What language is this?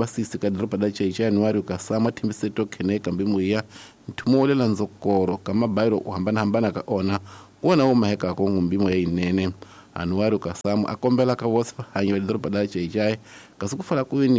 Tsonga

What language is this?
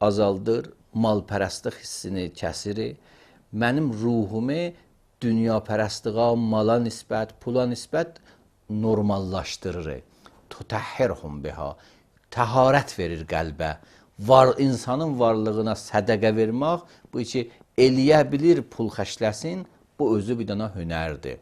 Azerbaijani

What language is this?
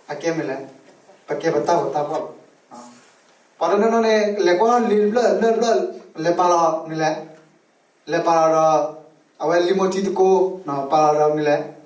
S'gaw Karen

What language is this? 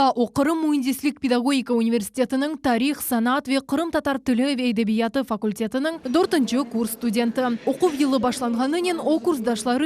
Crimean Tatar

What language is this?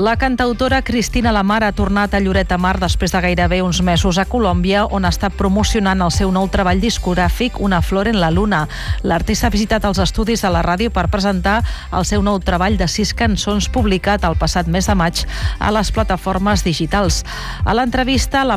Catalan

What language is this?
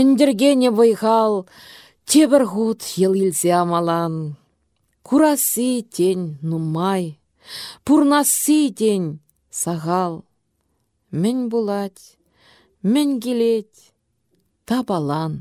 Chuvash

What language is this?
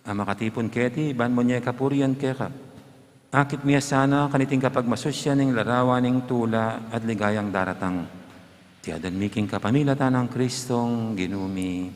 Pampanga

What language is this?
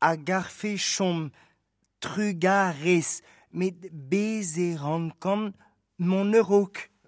Breton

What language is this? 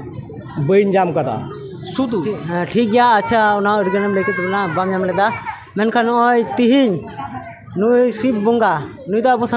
Santali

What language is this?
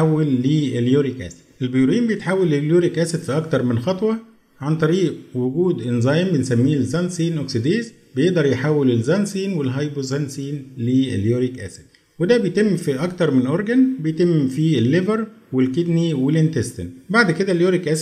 Egyptian Arabic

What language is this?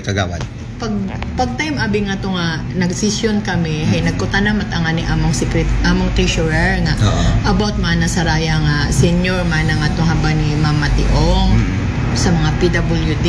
Aklanon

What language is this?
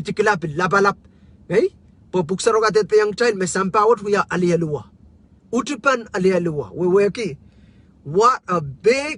Pohnpeian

